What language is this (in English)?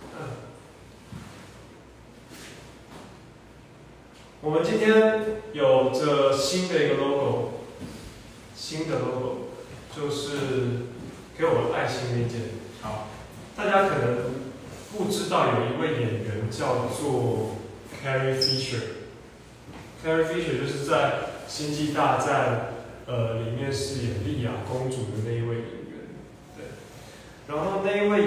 Chinese